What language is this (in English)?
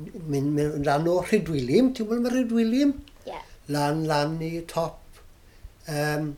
Welsh